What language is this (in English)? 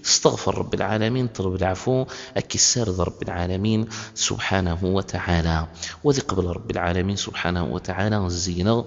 Kabyle